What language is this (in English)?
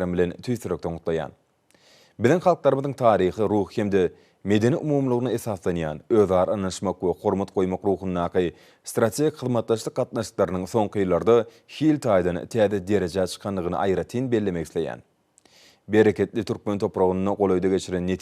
Turkmen